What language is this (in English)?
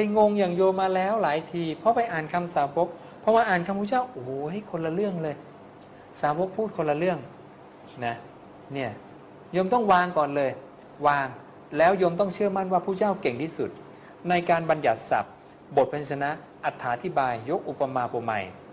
Thai